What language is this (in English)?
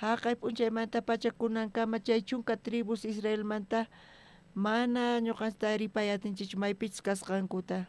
South Bolivian Quechua